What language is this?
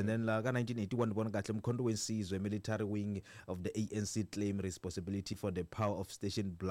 Tsonga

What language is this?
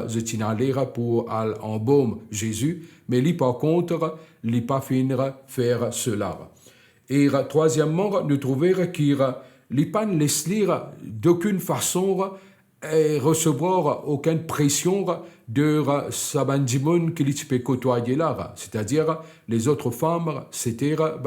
Morisyen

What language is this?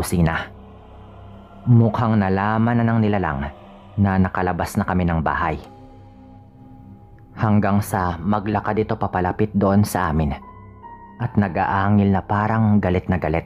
Filipino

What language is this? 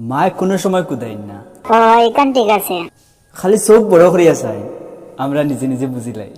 Sylheti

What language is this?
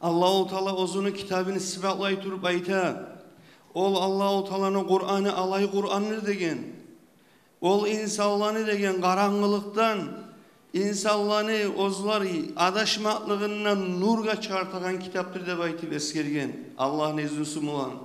Kumyk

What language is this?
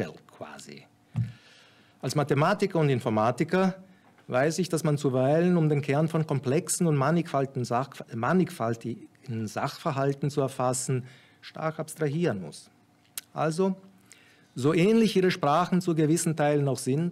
German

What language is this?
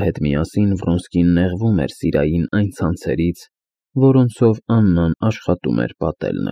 Armenian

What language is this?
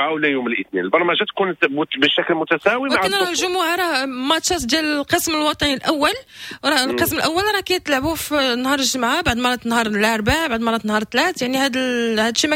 Moroccan Arabic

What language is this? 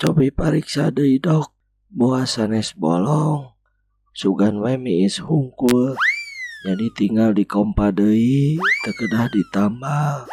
Sundanese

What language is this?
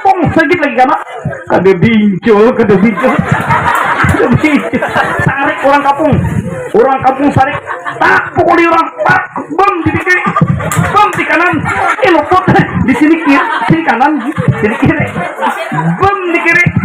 Banjar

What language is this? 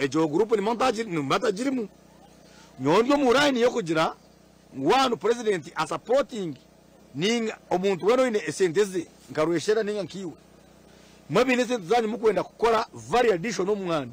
Nyankole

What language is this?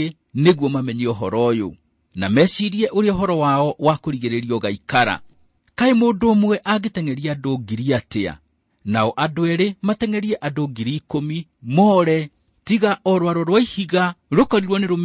Kikuyu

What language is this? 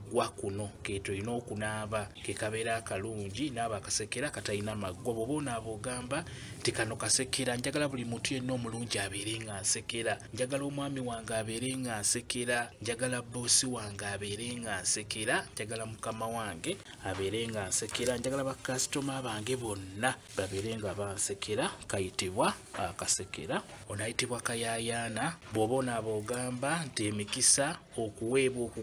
Ganda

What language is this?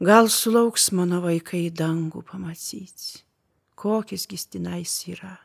Lithuanian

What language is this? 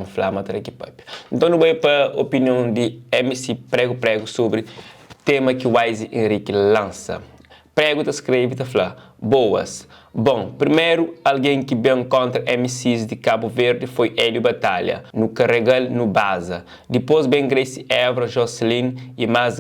Kabuverdianu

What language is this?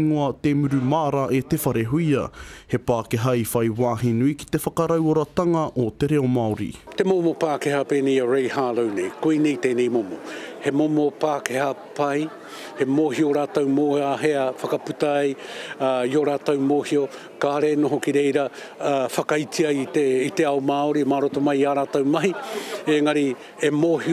Māori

